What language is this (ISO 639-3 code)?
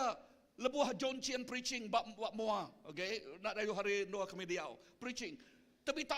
iba